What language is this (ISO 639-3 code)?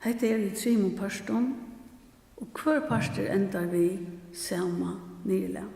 fao